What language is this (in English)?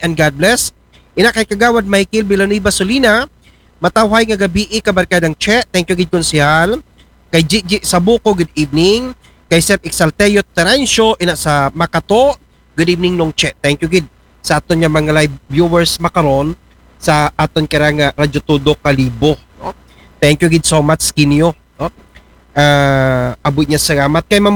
Aklanon